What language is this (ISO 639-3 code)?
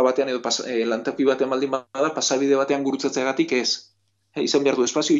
eus